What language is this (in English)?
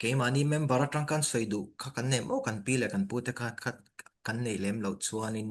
Mizo